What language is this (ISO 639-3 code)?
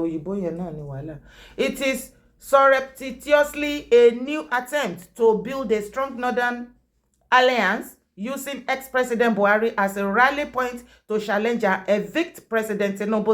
yor